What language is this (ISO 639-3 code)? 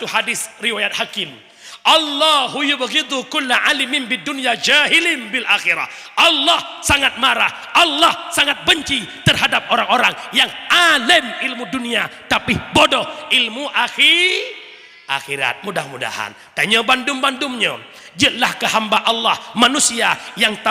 ace